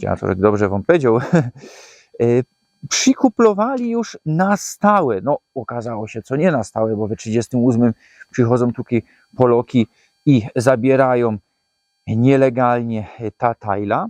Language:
Silesian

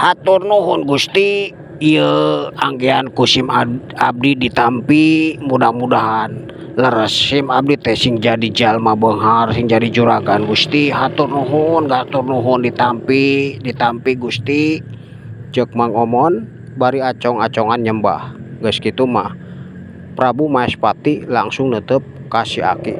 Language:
Sundanese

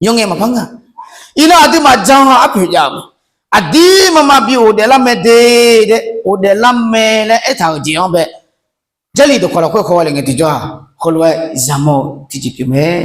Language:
Akha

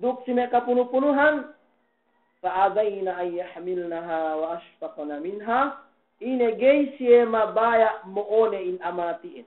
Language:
Yakan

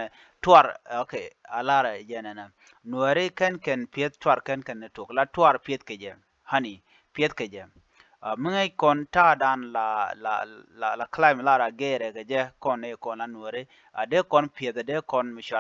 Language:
Nuer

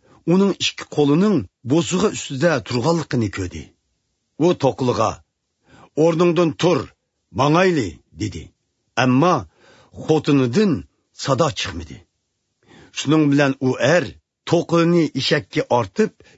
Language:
Uyghur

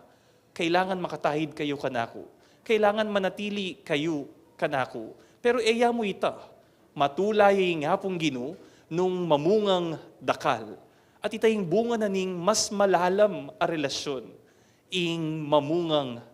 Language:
Pampanga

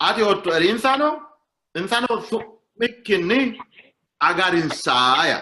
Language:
Sidamo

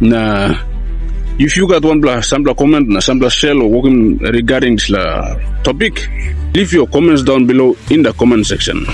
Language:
Tok Pisin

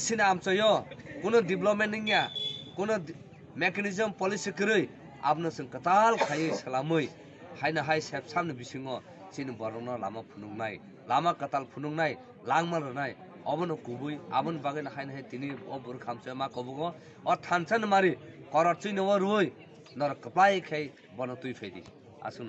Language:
Kok Borok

